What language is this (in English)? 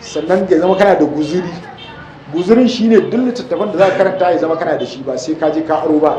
Hausa